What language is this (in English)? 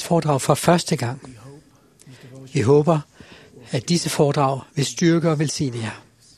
Danish